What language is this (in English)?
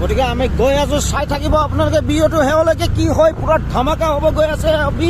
Assamese